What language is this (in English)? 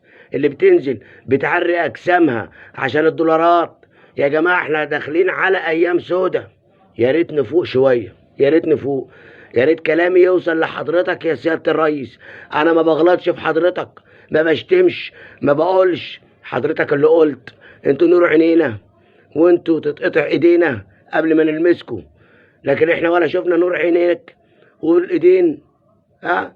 Egyptian Arabic